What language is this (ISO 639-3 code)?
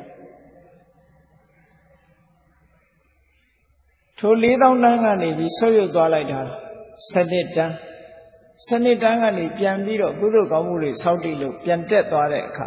mya